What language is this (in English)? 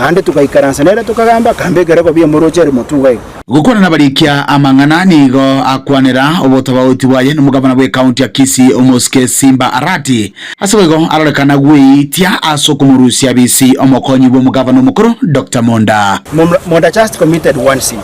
Gusii